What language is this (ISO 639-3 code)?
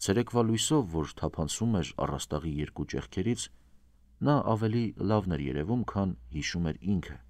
hye